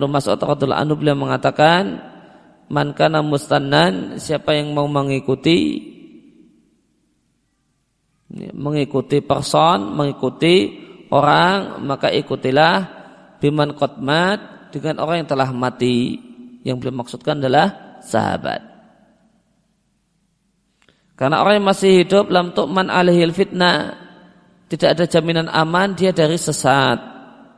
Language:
Indonesian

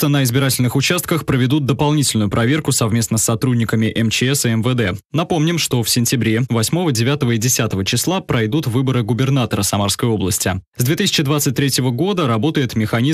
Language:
Russian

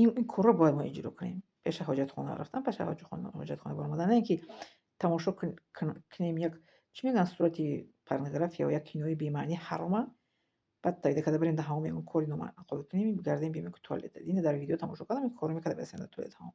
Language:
Tajik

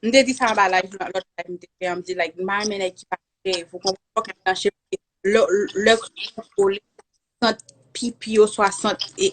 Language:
Haitian Creole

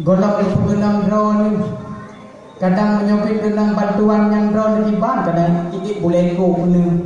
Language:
Achinese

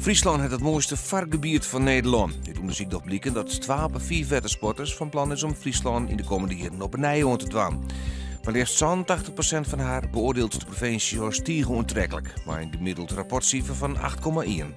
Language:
Western Frisian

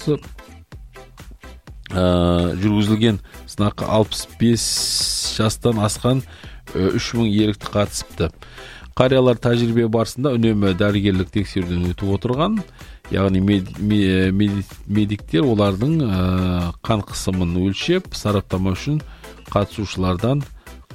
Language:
Kazakh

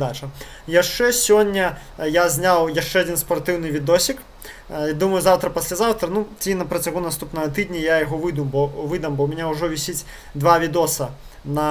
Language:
Belarusian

